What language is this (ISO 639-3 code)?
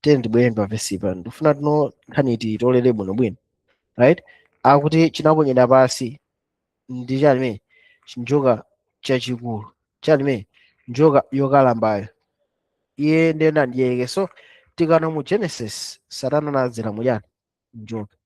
nya